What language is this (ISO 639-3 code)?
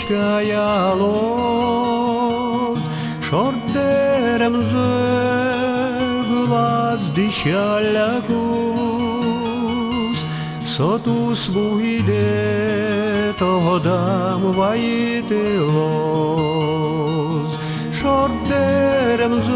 udm